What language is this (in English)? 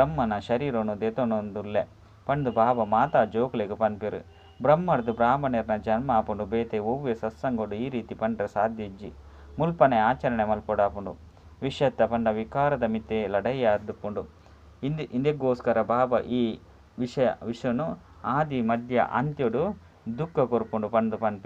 Tulu